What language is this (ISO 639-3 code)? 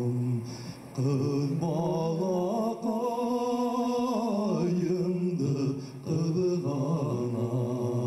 bak